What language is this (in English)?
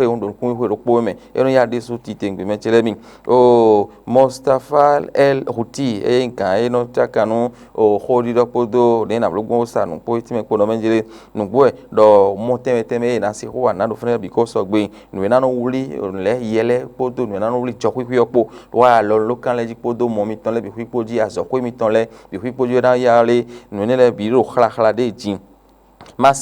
Fon